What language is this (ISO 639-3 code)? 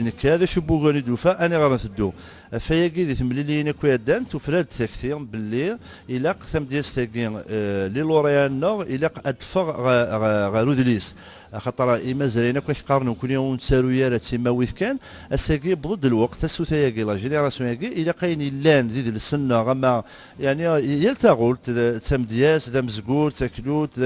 kab